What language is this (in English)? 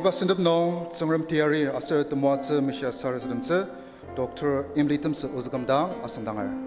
Ao Naga